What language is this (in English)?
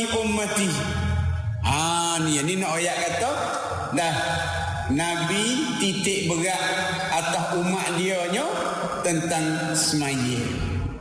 Malay